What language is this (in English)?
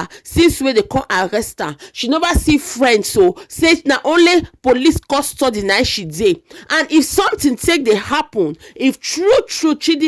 Nigerian Pidgin